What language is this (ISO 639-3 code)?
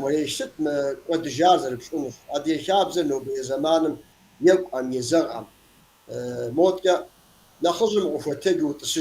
kbd